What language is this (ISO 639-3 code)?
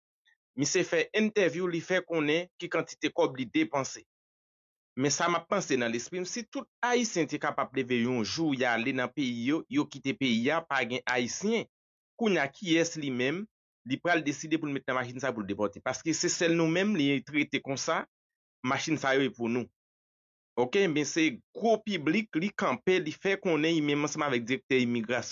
hat